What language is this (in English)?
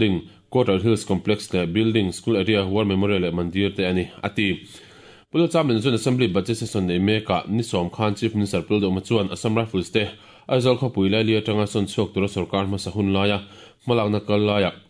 Mizo